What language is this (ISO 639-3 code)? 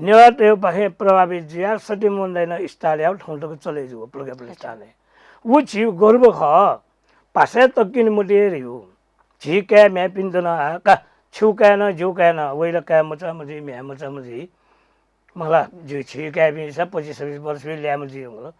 new